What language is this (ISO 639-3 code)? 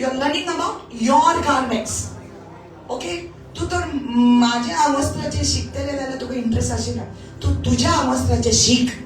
kok